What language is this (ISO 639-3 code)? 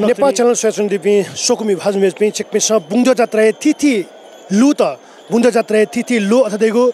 new